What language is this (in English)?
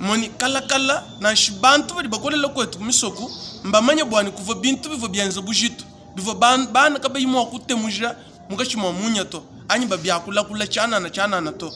Luba-Lulua